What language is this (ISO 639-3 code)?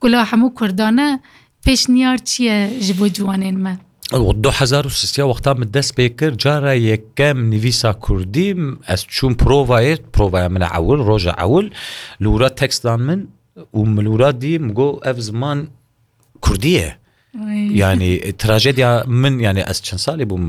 kur